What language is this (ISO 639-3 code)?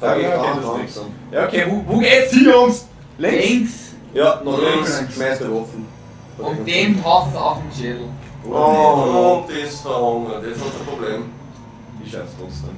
bar